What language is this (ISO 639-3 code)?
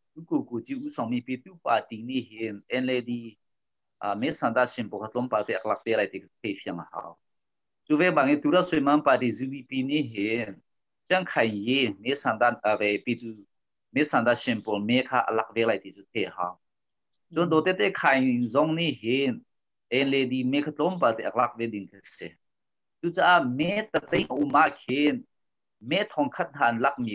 cnh